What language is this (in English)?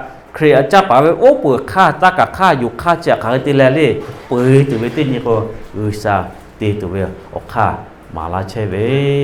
Lahu